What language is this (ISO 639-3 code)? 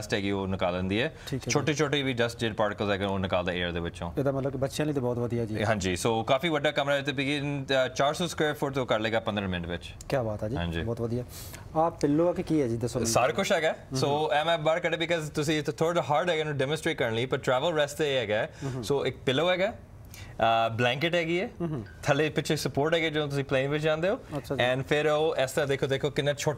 pan